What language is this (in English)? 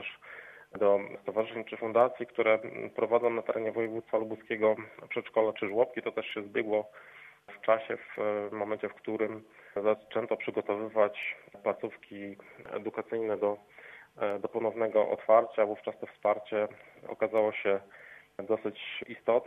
Polish